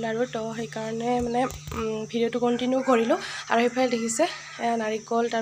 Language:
Assamese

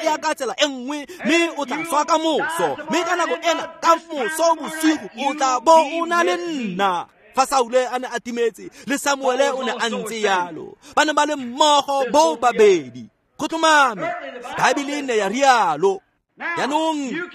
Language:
Tswana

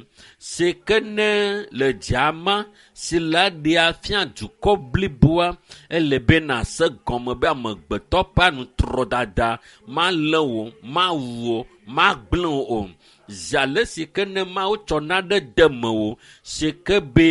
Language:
Ewe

